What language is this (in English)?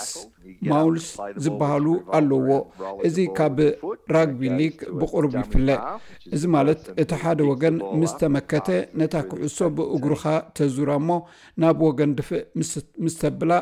Tigrinya